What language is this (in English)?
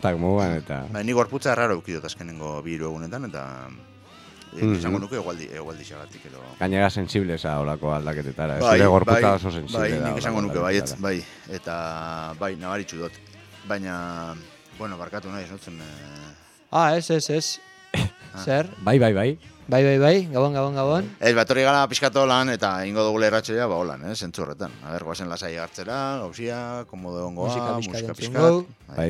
Basque